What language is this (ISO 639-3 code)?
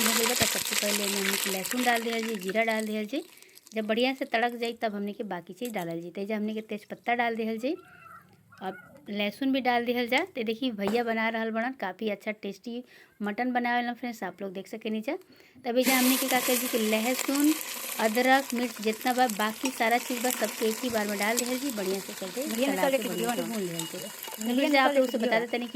bho